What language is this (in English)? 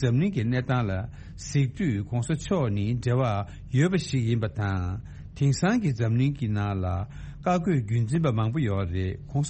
Tibetan